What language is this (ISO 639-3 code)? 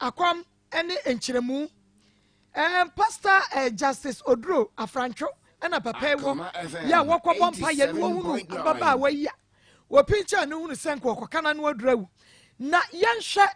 aka